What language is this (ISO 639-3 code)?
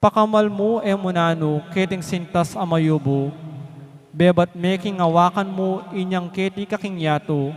pam